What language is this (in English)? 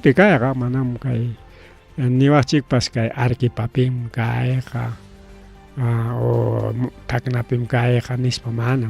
Ayacucho Quechua